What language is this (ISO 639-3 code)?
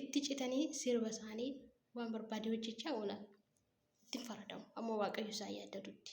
orm